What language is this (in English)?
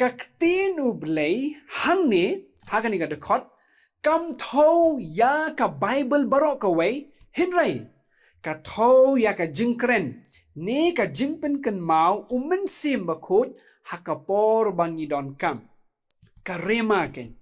Khasi